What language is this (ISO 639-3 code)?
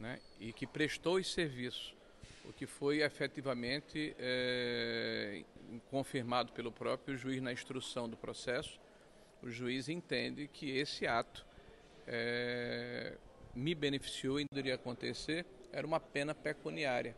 por